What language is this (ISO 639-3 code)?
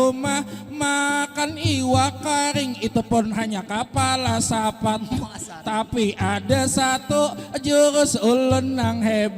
bjn